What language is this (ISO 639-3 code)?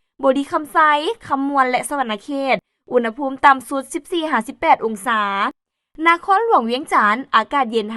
lao